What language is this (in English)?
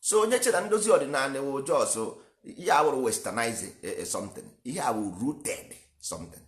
Igbo